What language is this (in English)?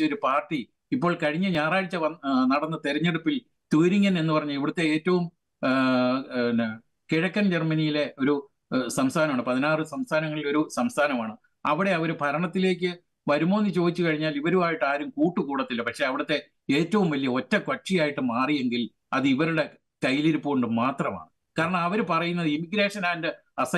Malayalam